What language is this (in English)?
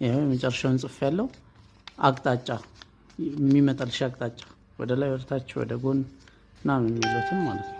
Amharic